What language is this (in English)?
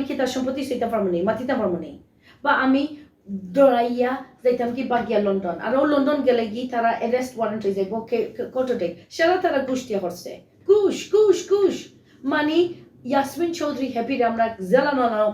Sylheti